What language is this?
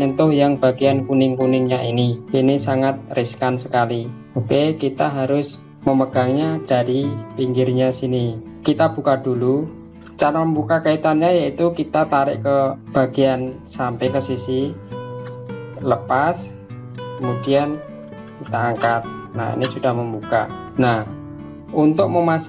Indonesian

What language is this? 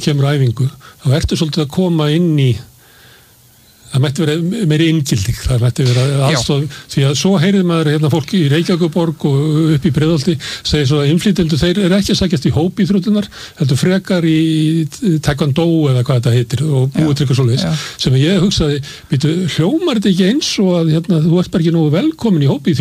Icelandic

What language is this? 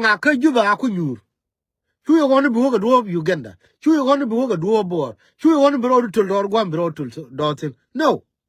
Nuer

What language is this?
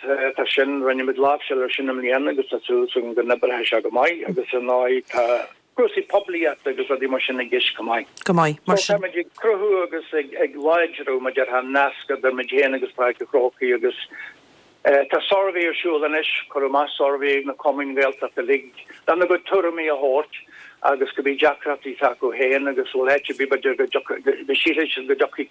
Irish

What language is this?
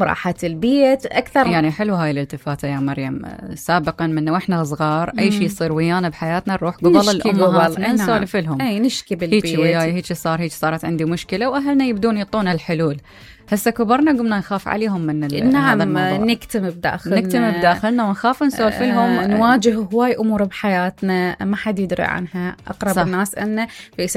Mesopotamian Arabic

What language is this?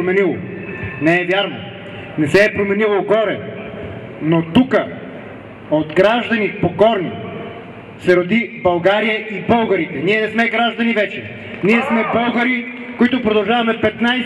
Bulgarian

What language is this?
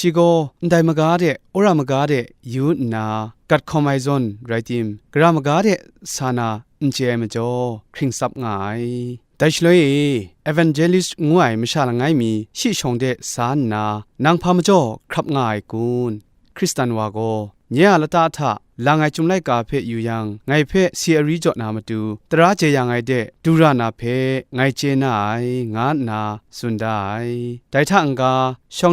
Kachin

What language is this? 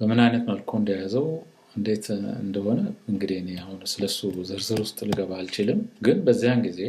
Amharic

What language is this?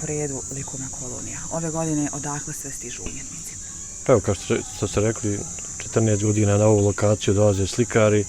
Bosnian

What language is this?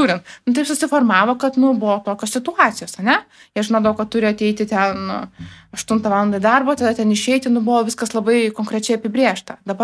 Lithuanian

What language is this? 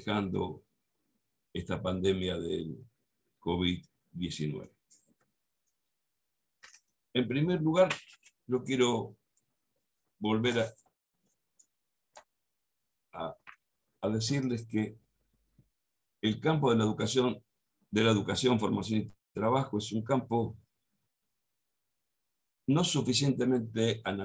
Spanish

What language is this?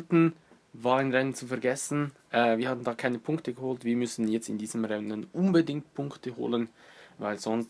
Swiss German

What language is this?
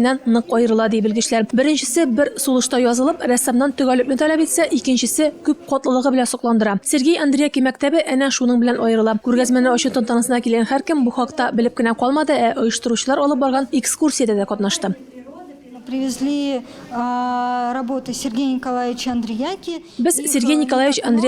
Tatar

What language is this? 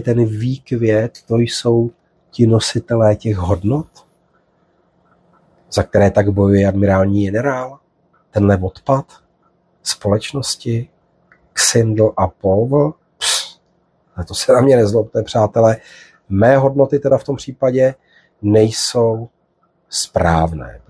Czech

